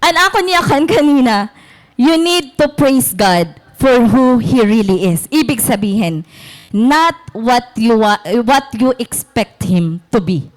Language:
Waray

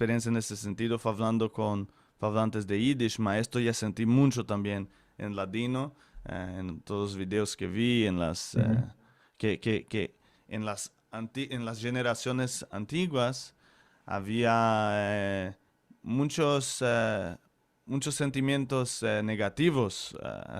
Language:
Ladino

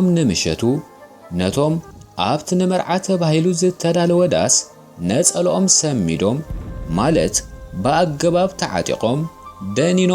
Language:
Tigrinya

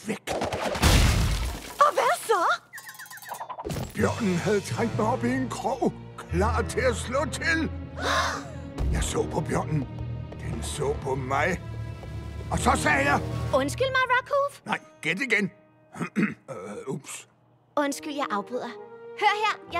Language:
Danish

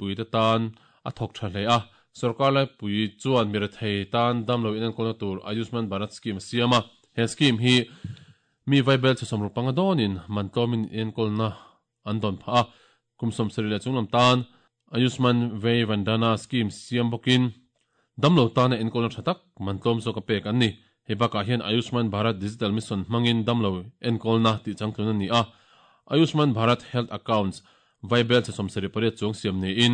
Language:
Mizo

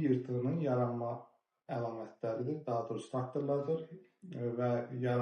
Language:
Azerbaijani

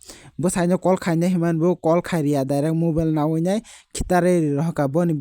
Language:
Kok Borok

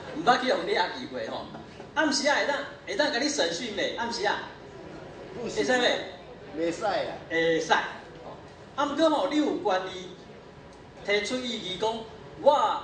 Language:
Min Nan Chinese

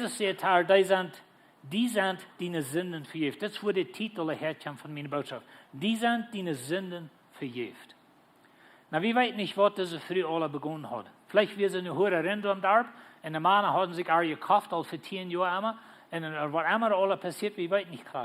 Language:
Plautdietsch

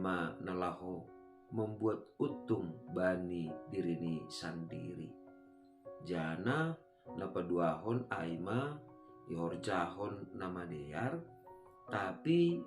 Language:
Batak Simalungun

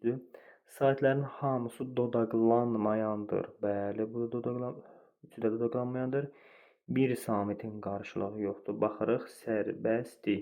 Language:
Azerbaijani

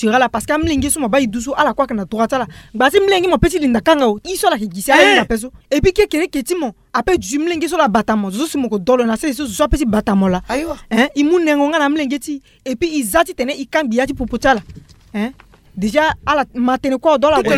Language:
Sango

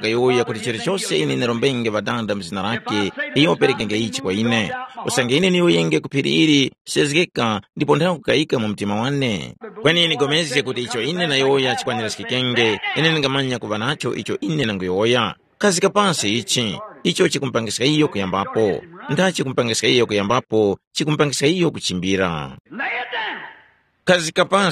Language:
Tumbuka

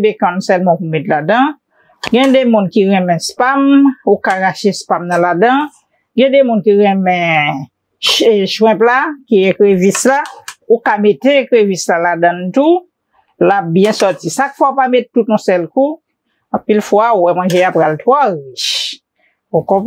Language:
Haitian Creole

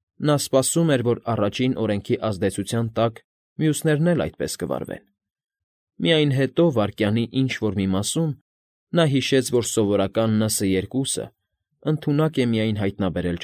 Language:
Armenian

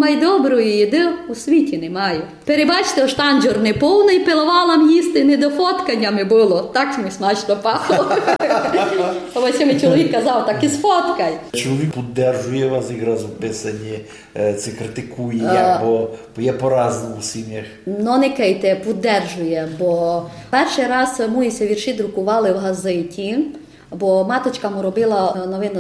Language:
Rusyn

